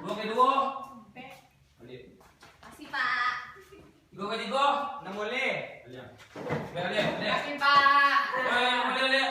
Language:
Minangkabau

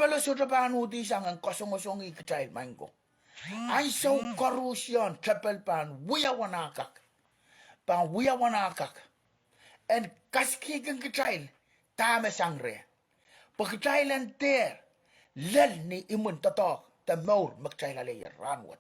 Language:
Pohnpeian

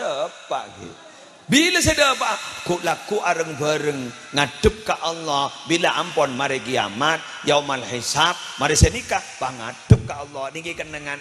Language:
Madurese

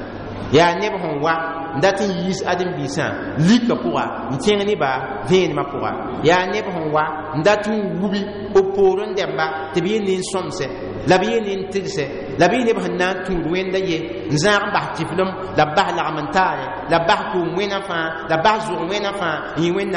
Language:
Mossi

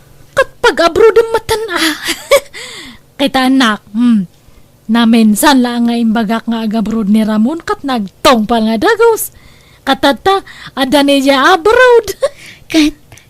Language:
Iloko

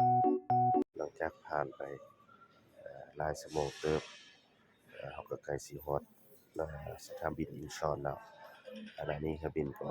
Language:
Lao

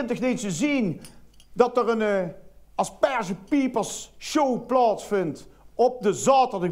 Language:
Limburgish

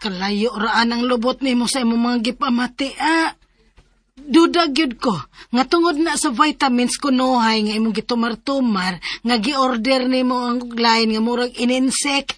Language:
Cebuano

